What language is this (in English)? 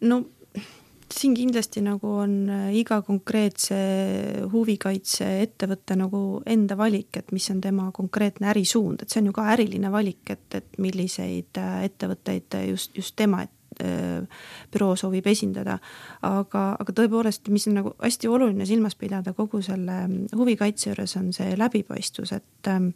Estonian